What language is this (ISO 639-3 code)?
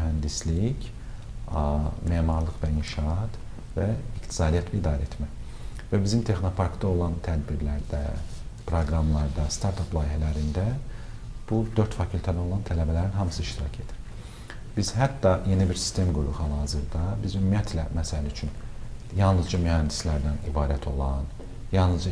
aze